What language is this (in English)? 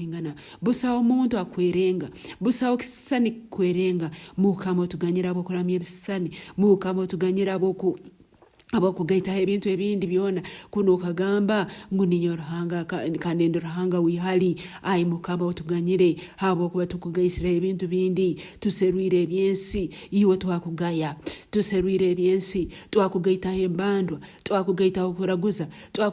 Nyankole